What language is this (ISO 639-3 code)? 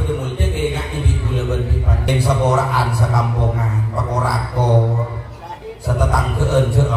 mad